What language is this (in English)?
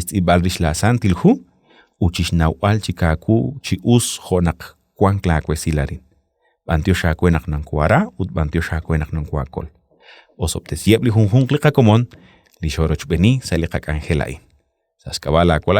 Kekchí